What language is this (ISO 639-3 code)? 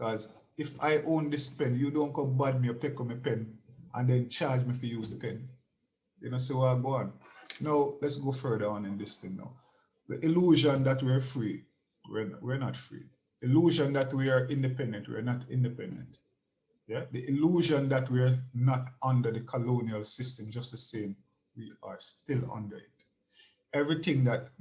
jam